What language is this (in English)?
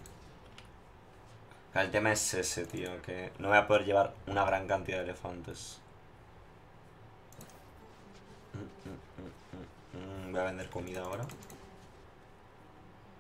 Spanish